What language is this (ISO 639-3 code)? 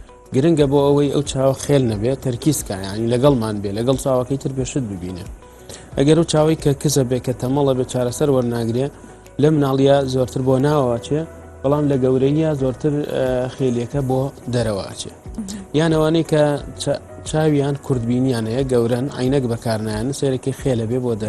ckb